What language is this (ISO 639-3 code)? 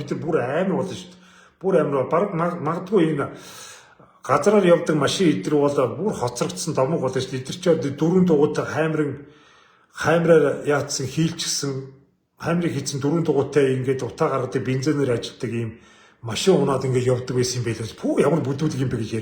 mon